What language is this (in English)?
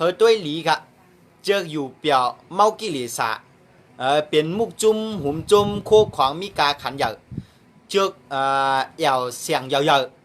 Shan